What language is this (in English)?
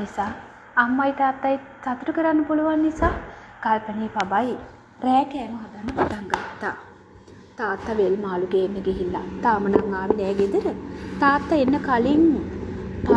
Sinhala